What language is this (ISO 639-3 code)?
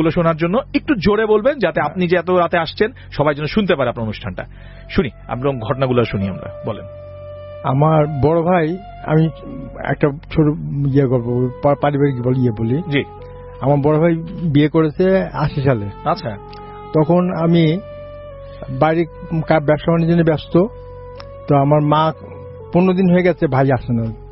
ben